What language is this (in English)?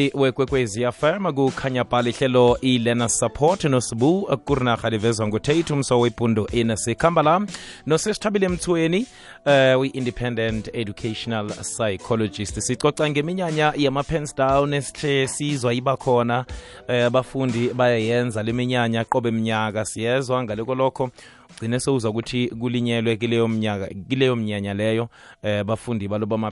South Ndebele